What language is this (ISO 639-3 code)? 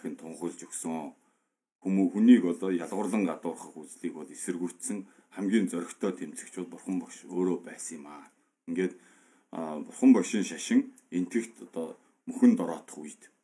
mon